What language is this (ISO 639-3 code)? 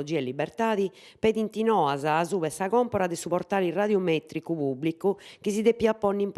srd